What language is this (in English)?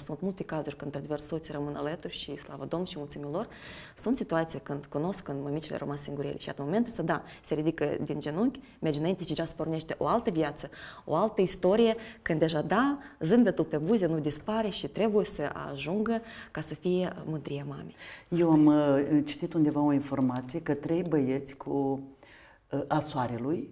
Romanian